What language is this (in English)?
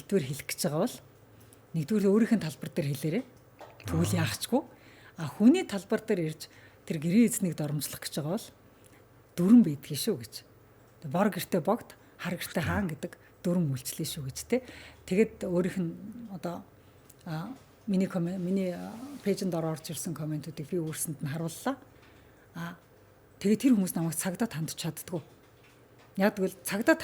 Mongolian